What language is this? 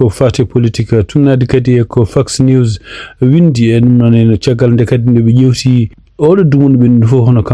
Fula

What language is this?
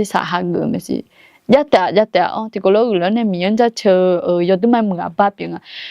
Akha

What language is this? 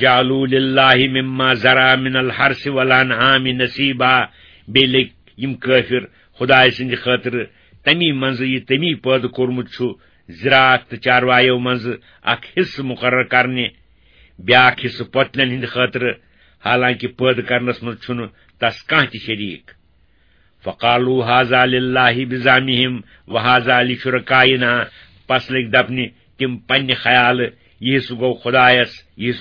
Kashmiri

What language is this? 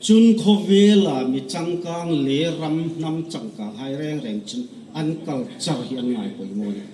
Hmar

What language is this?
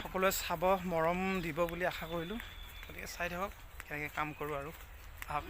Assamese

